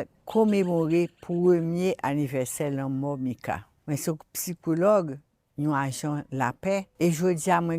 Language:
Haitian Creole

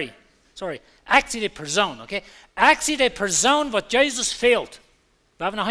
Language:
Plautdietsch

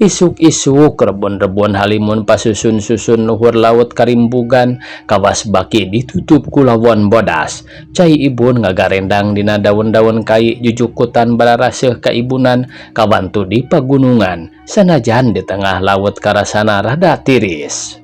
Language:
Sundanese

